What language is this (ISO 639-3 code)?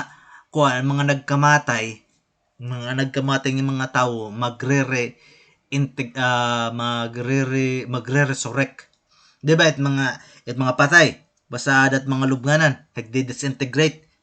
war